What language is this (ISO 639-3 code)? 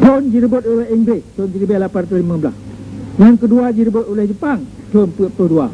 ace